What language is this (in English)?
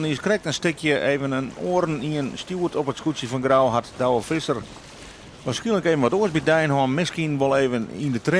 Western Frisian